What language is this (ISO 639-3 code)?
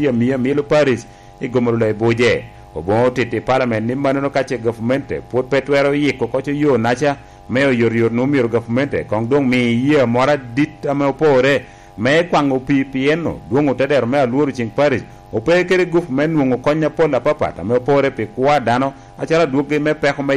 laj